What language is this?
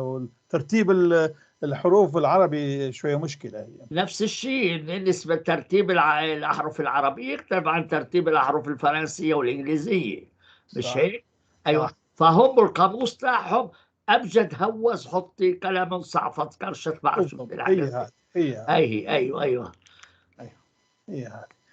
North Levantine Arabic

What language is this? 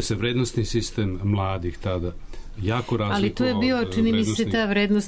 Serbian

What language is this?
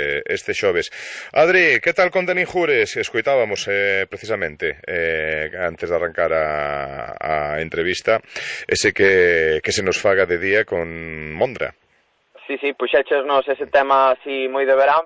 Galician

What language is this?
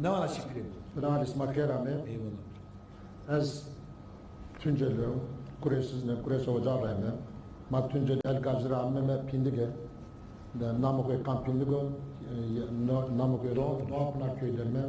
Zaza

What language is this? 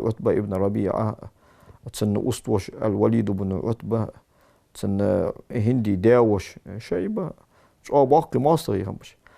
Ingush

